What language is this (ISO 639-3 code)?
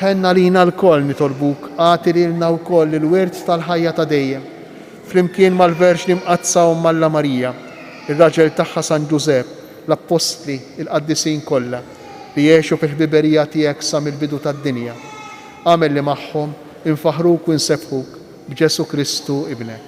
mlt